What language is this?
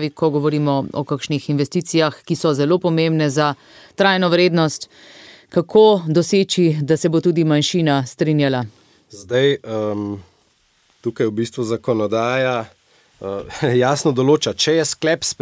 Slovenian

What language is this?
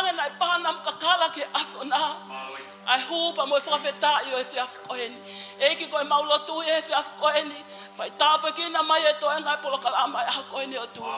Tongan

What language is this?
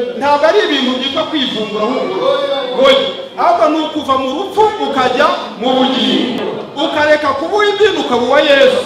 Kinyarwanda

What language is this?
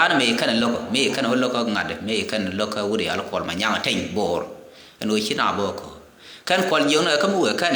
Nuer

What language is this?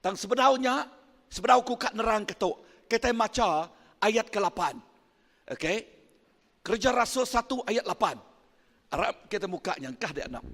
Iban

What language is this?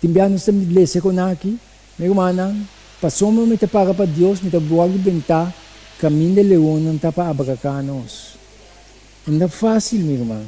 Papiamento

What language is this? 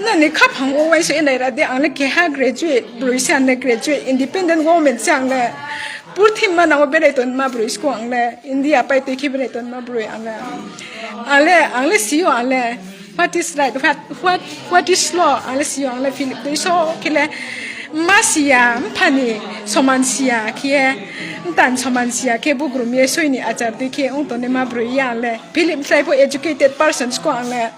Riang (India)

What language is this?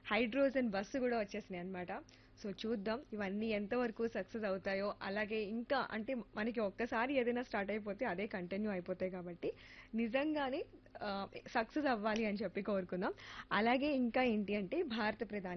Telugu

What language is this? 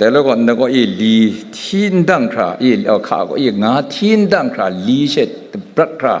Kachin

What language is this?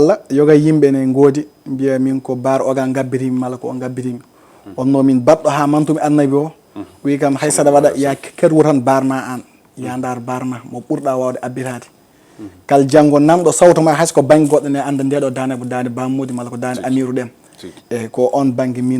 Fula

